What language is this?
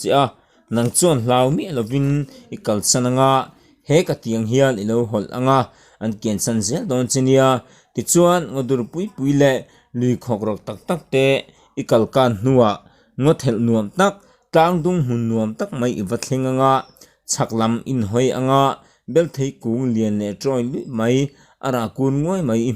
Mizo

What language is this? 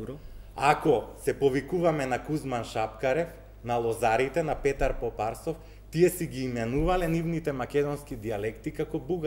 Macedonian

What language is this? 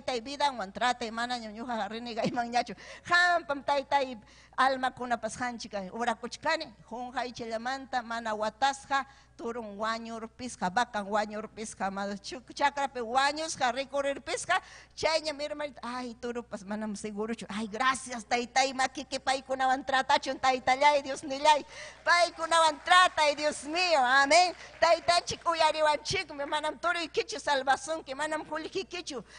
Ayacucho Quechua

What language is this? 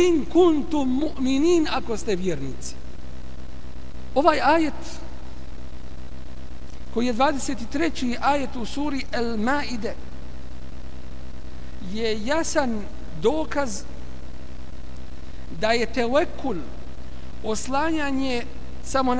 Bosnian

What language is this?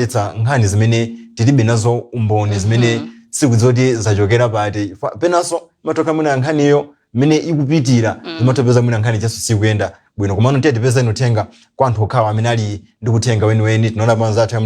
Nyanja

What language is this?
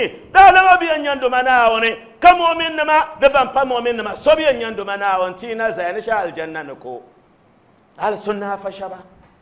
Dagbani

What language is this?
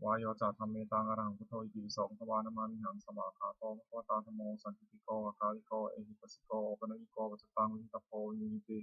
Pali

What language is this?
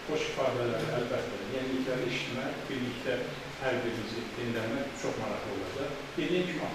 Azerbaijani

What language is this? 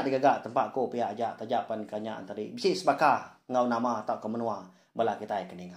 Iban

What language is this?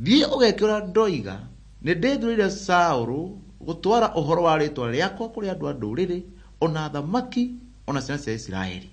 Kikuyu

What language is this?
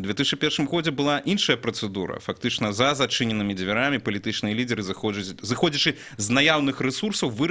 Belarusian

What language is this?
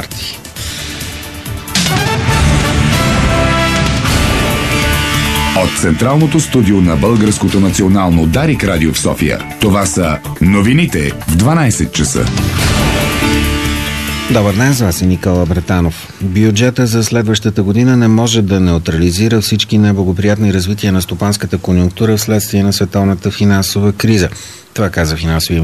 Bulgarian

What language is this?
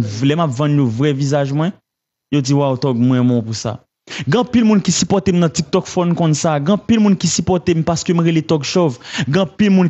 Haitian Creole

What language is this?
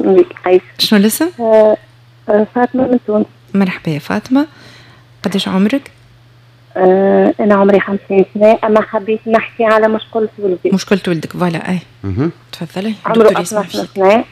Tunisian Arabic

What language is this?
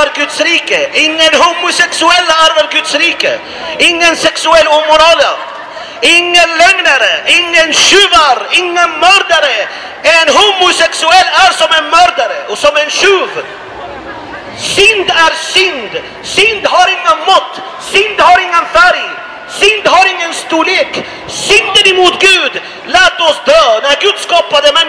Swedish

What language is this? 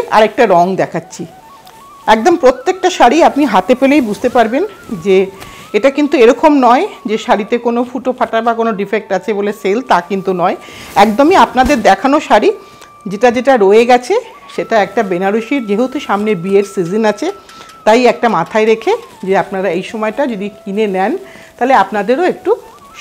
Bangla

